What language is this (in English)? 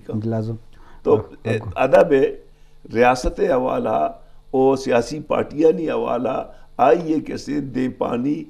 Eastern Balochi